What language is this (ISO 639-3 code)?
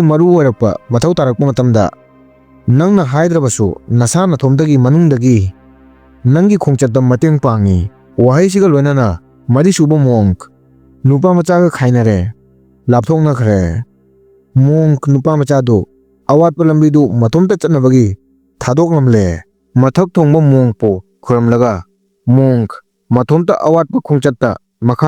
mni